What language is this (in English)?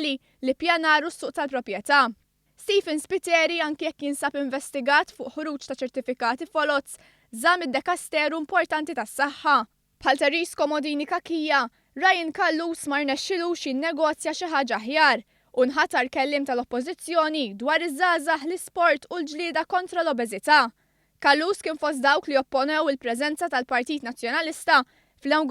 Maltese